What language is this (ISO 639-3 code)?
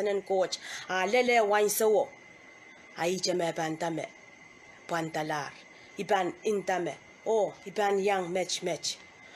pon